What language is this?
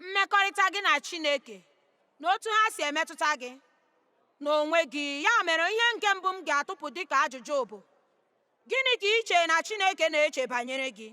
Igbo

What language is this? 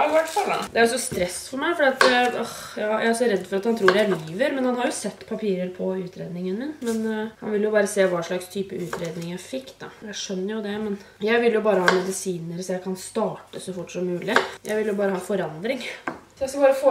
Norwegian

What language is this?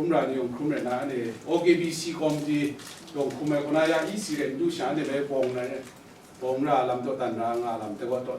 Kachin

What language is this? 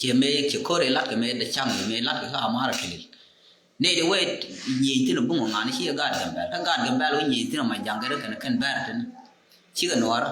Nuer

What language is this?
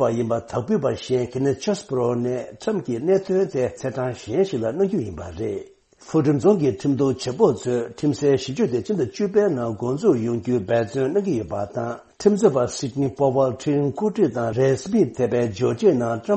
Tibetan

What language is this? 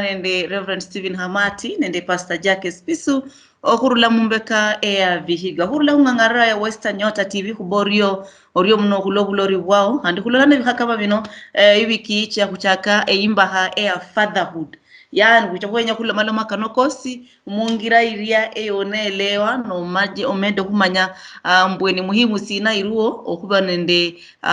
Luyia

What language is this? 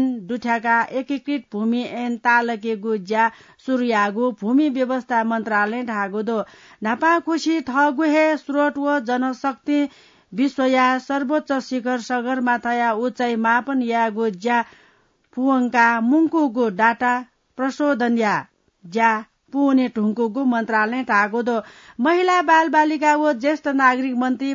Newari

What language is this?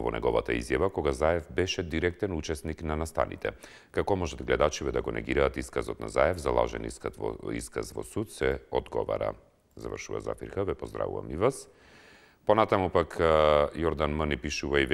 Macedonian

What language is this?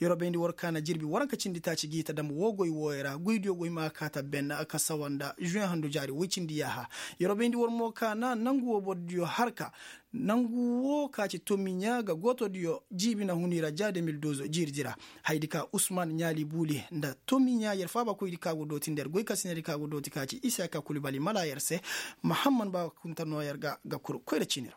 Koyraboro Senni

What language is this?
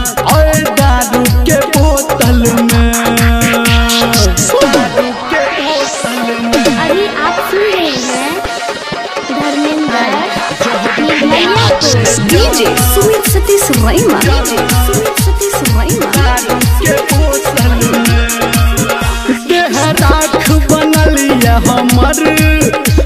Maithili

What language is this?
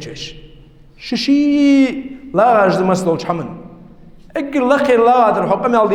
Ingush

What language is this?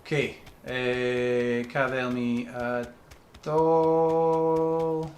Scottish Gaelic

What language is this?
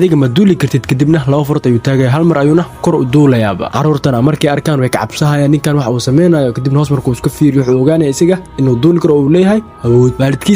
Somali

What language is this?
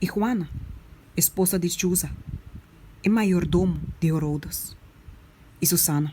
Papiamento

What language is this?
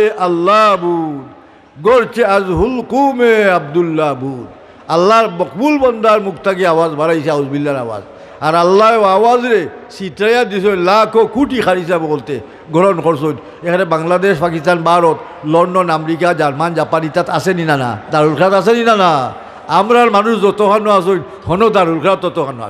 Sylheti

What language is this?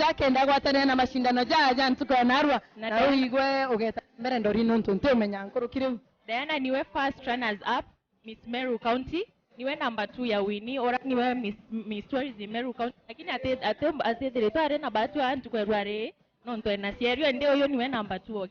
Meru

